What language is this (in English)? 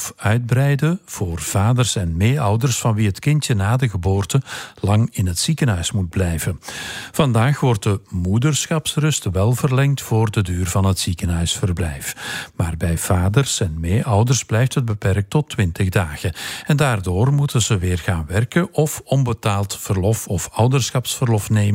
Dutch